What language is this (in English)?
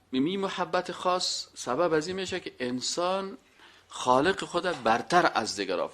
Persian